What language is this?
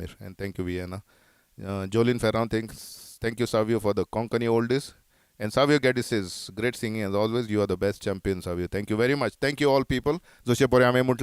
Konkani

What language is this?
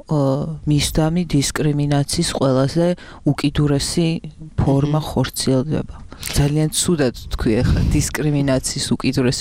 Georgian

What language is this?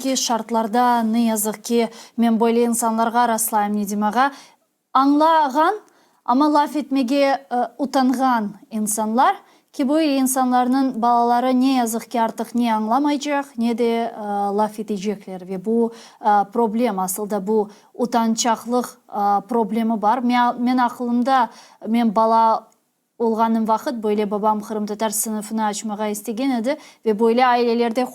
Crimean Tatar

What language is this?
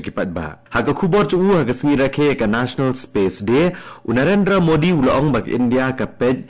Khasi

